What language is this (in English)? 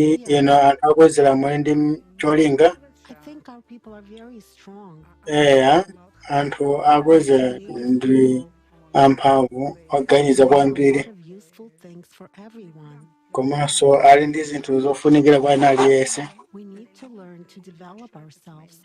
Nyanja